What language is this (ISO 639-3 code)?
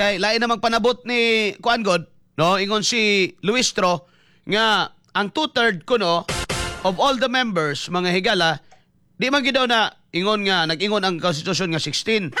ceb